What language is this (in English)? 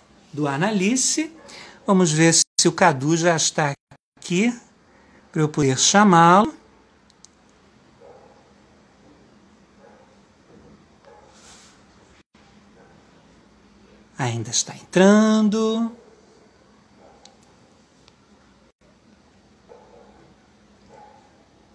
Portuguese